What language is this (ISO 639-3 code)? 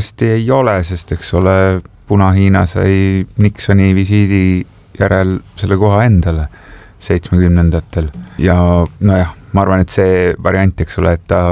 est